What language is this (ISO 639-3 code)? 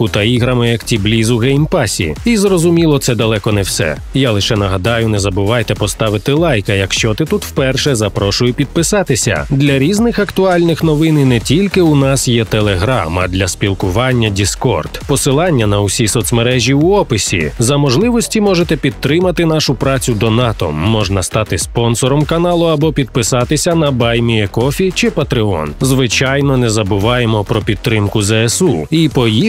ukr